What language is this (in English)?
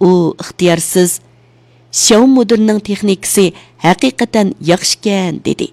Uyghur